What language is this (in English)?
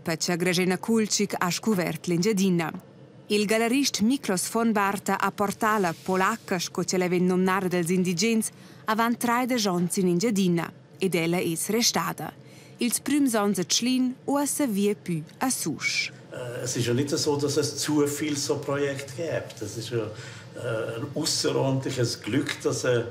Romansh